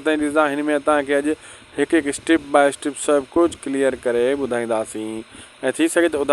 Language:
Sindhi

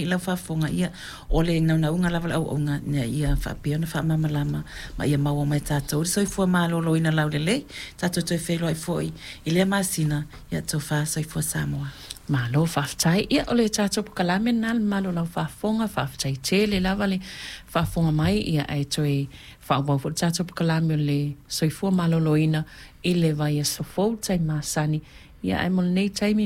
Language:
Samoan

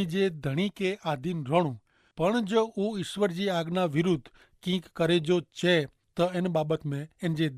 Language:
Kachhi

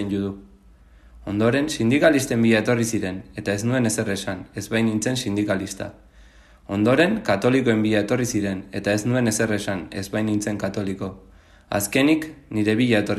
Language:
Basque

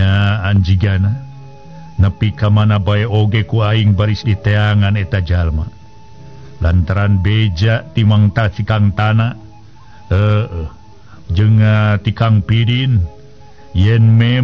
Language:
Sundanese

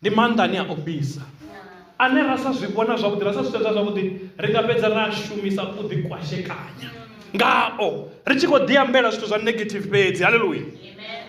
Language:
Venda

